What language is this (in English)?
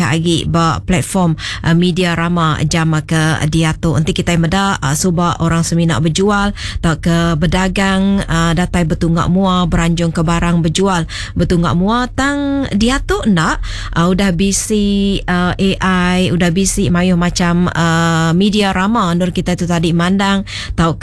Iban